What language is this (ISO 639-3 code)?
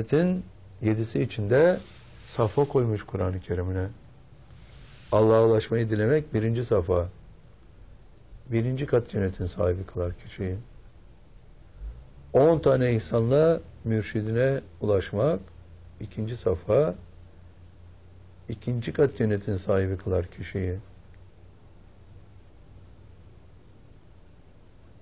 tur